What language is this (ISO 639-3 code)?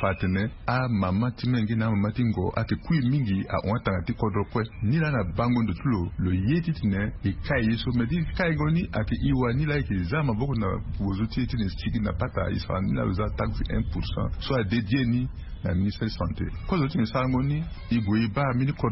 sag